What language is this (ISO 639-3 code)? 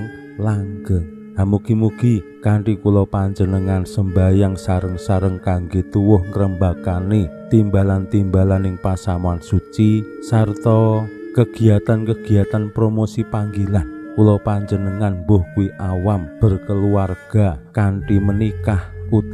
jav